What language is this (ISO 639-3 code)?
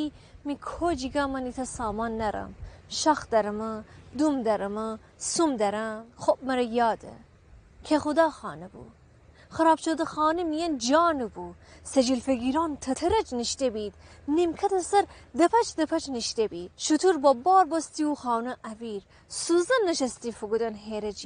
glk